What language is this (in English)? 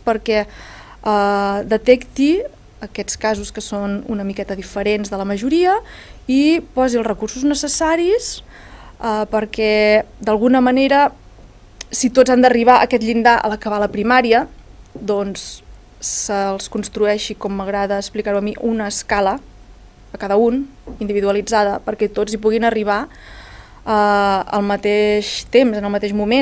Catalan